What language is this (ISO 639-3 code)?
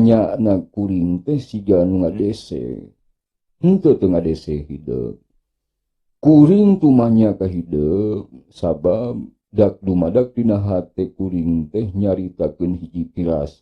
sun